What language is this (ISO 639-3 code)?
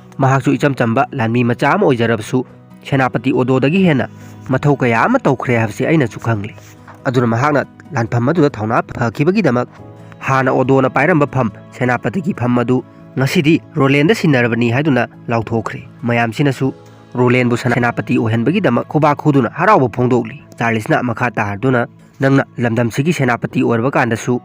mni